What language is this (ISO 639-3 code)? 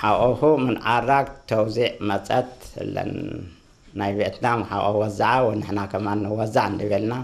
tir